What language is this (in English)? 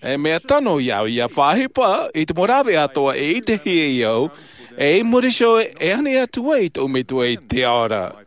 Tahitian